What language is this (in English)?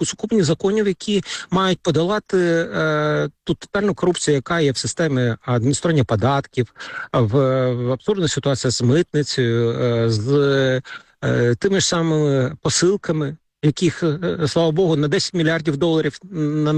Ukrainian